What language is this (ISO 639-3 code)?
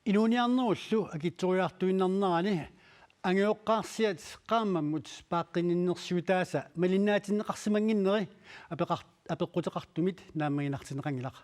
kal